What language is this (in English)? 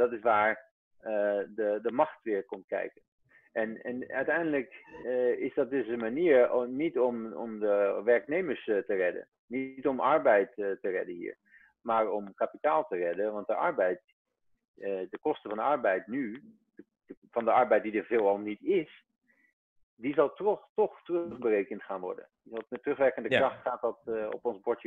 Dutch